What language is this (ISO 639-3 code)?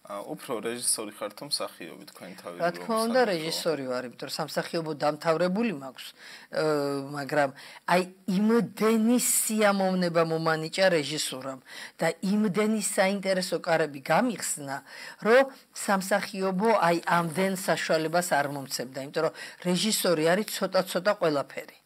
kat